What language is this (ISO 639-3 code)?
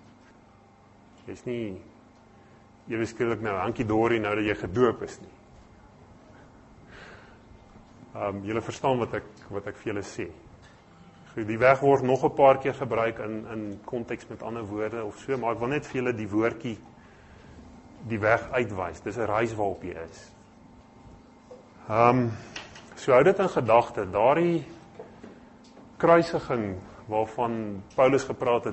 afr